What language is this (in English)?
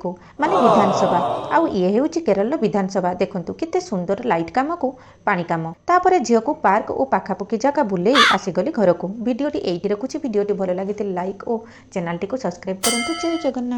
Odia